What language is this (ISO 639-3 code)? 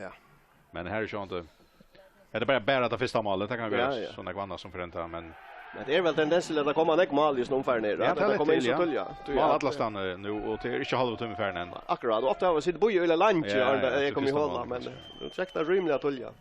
fao